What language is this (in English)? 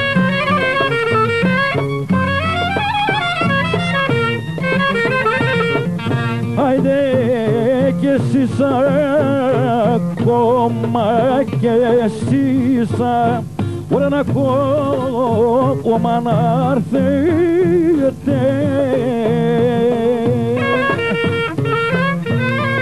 Greek